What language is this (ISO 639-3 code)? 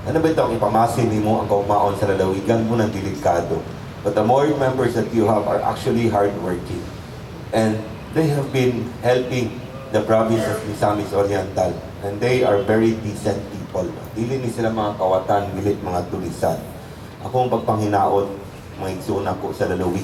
ceb